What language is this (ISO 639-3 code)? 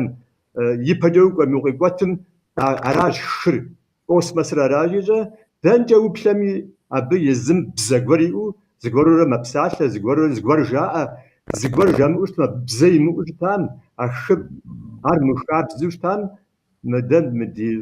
kbd